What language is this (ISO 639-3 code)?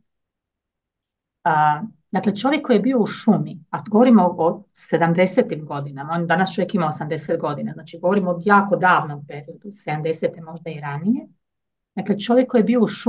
hrv